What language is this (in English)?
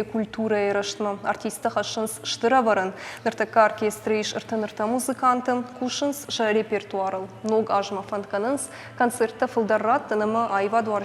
Ossetic